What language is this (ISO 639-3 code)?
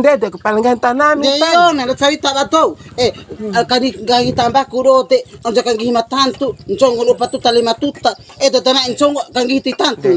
bhp